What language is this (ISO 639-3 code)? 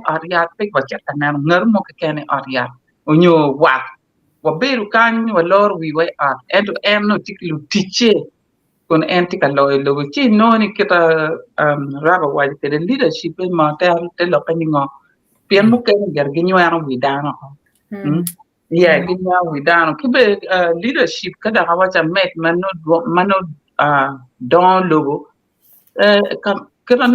ach